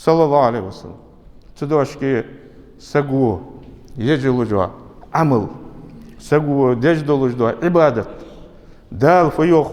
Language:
Ingush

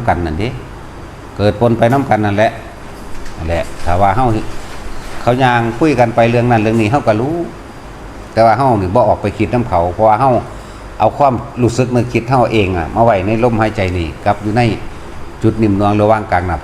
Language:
Northeastern Thai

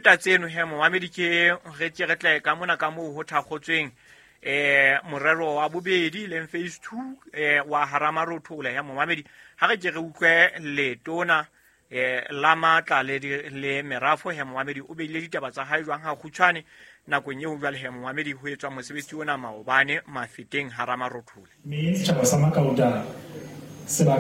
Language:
Southern Sotho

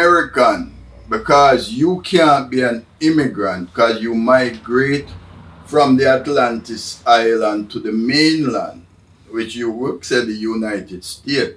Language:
Jamaican Creole English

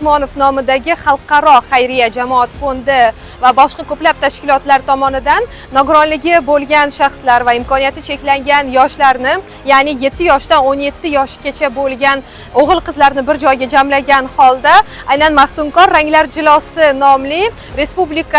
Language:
Uzbek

